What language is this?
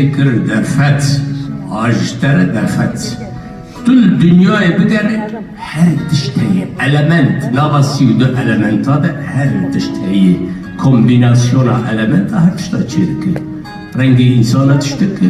Kurdish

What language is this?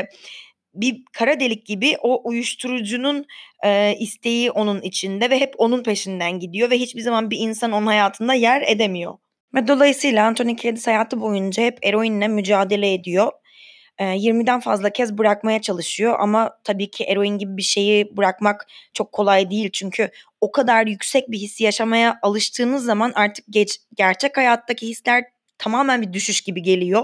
Turkish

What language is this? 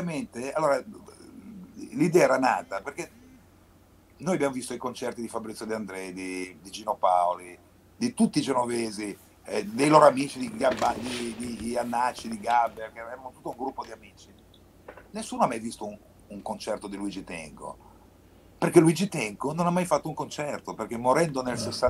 Italian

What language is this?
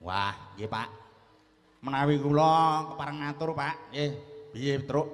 Javanese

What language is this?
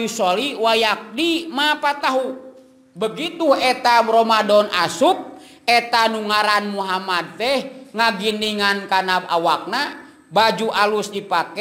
Sundanese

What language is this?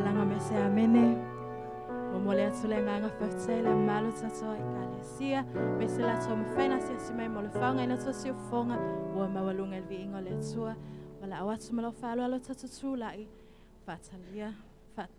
Samoan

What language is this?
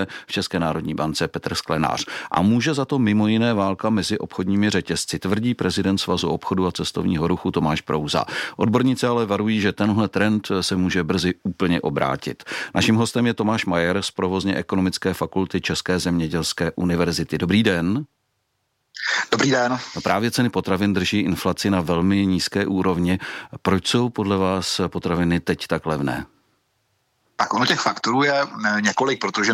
Czech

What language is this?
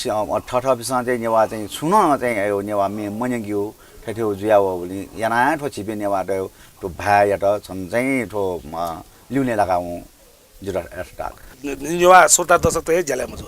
Newari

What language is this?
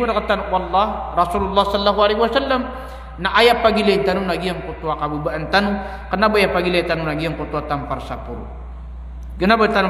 Maranao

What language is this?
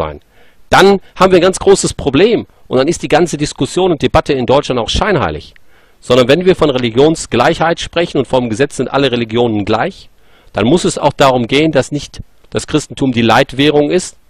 German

